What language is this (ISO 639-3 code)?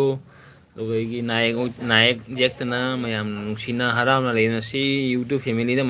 mni